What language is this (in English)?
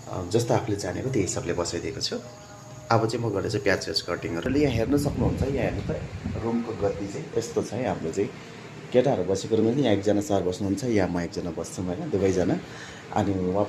Nepali